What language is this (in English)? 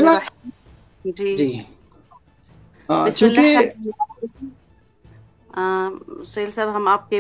Urdu